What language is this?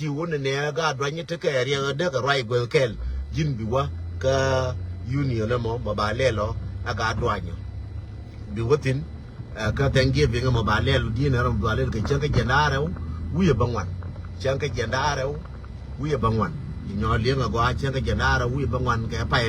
Nuer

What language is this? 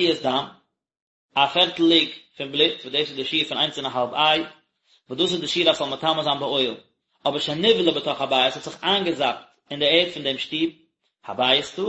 Yiddish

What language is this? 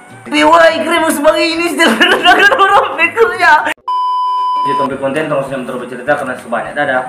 Manado Malay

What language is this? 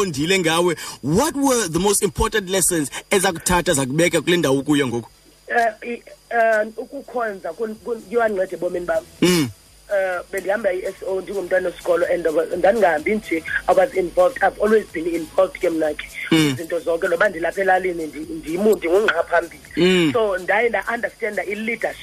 Xhosa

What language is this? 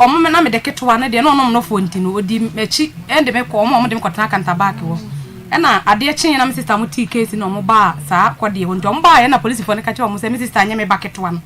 Akan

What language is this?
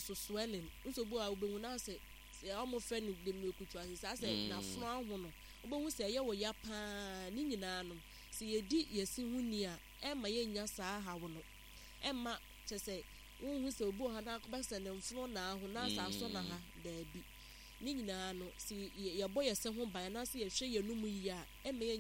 Akan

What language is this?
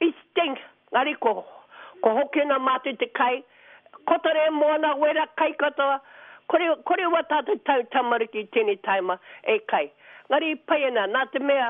Māori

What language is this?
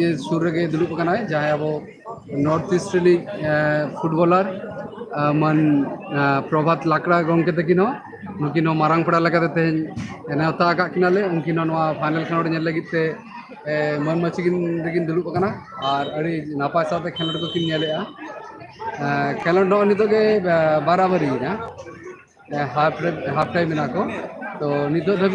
Santali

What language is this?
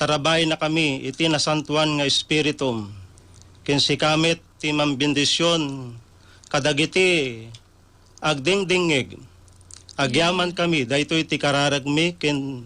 Iloko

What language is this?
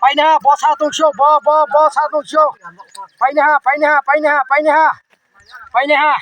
Riang (India)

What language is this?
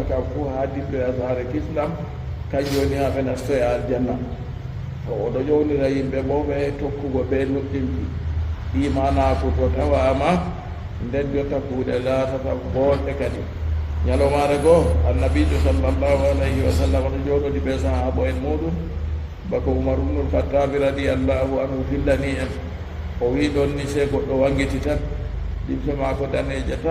Fula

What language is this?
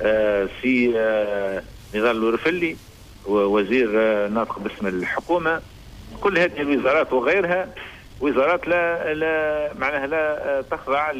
Tunisian Arabic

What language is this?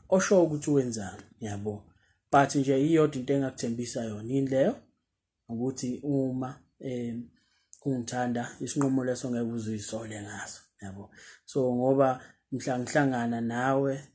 Zulu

